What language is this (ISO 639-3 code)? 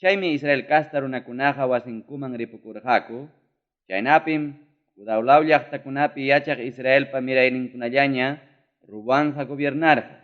quy